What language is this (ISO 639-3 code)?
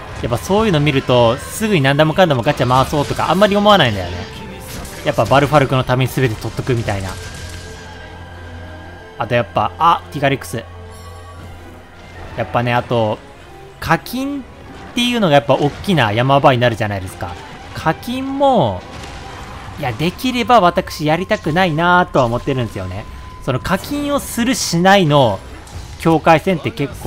jpn